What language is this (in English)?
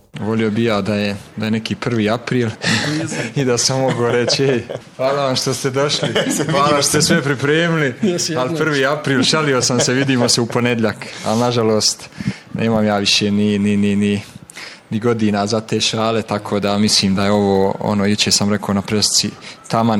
Bosnian